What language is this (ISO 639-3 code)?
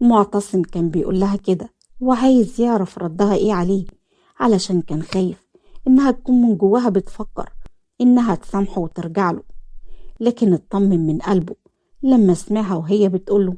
arz